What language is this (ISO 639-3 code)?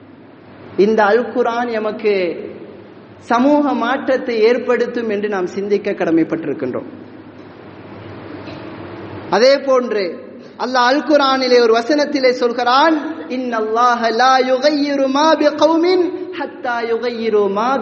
tam